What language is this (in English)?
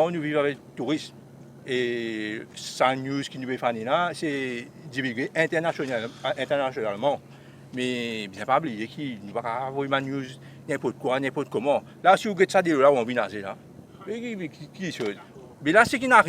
Morisyen